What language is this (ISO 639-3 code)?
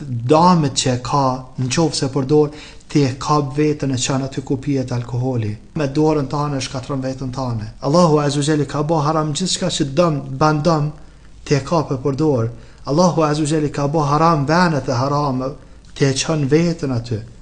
sqi